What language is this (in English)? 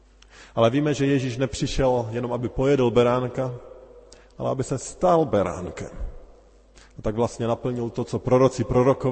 Czech